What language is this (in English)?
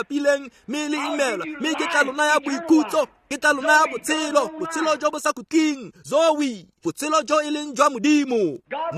Tswana